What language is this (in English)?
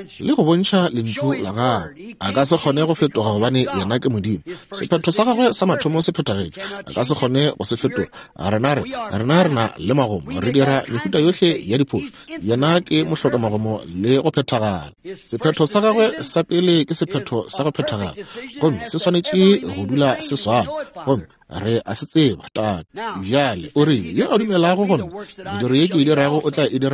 Northern Sotho